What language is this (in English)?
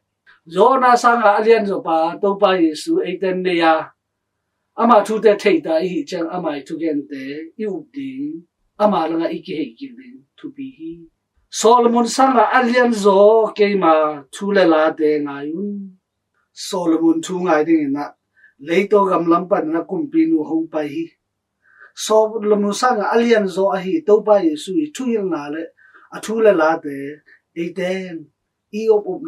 Tedim Chin